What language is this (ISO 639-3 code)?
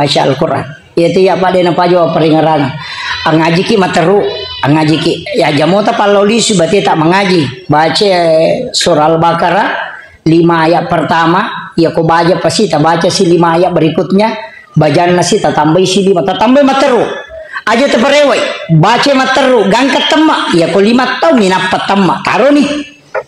bug